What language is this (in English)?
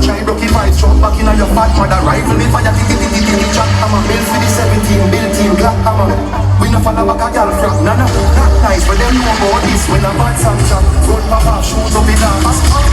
Jamaican Creole English